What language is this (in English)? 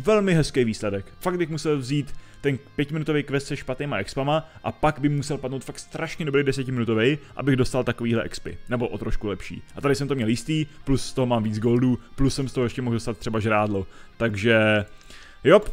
Czech